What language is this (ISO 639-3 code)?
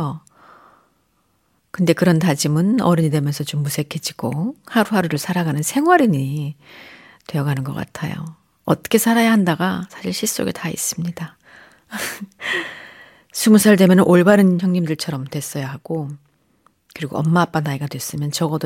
kor